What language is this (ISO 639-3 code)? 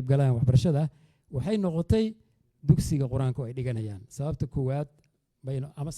som